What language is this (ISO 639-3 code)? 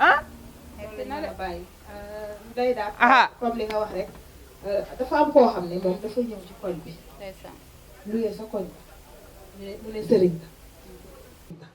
wol